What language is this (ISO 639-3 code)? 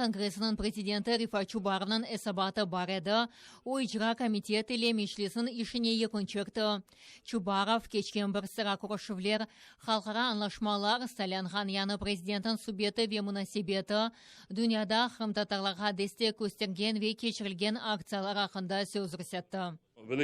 crh